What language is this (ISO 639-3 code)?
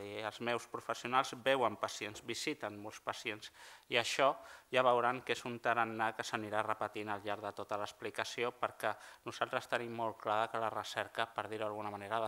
cat